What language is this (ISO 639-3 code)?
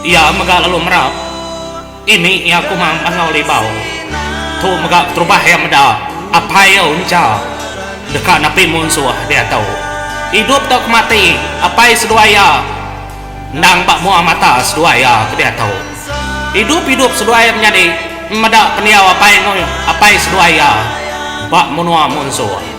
iba